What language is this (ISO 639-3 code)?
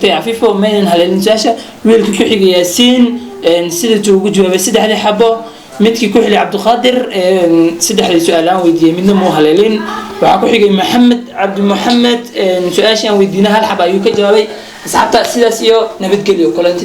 som